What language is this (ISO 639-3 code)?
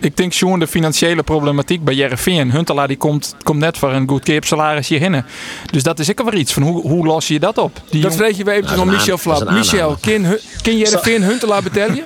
fry